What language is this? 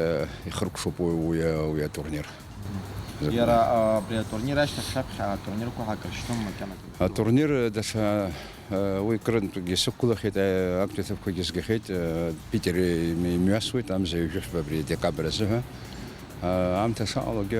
Abkhazian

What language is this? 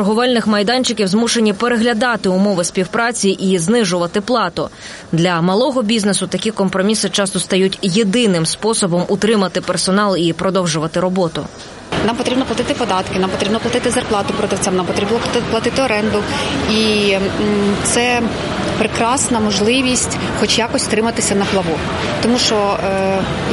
Ukrainian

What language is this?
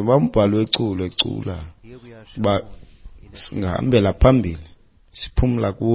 Xhosa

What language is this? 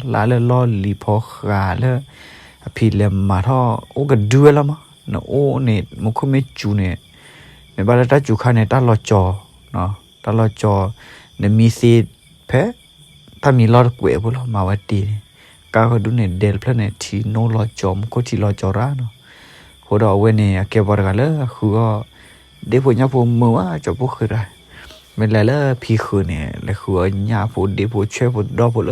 S'gaw Karen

